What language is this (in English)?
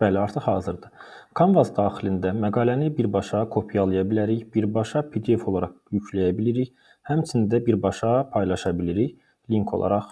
Azerbaijani